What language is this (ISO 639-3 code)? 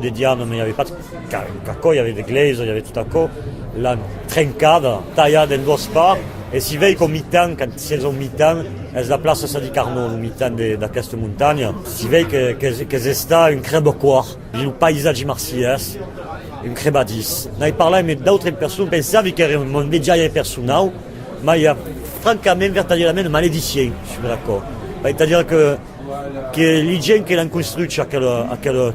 oci